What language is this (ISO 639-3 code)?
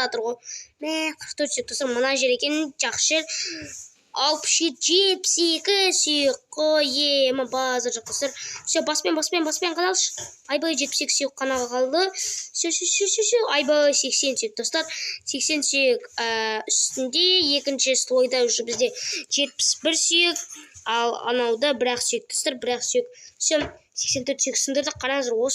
kaz